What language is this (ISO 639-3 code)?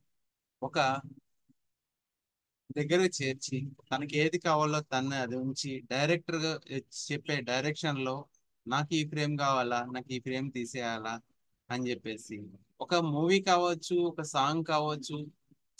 tel